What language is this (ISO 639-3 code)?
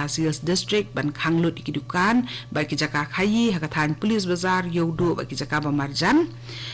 kha